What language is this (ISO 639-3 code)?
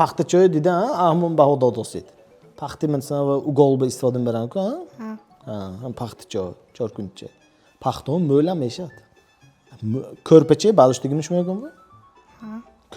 tgk